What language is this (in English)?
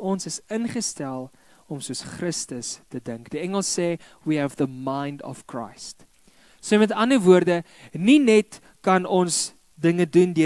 Afrikaans